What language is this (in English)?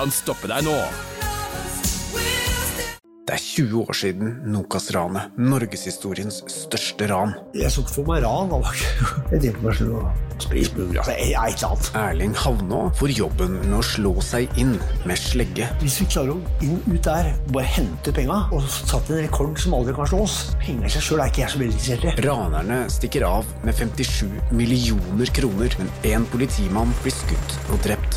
Norwegian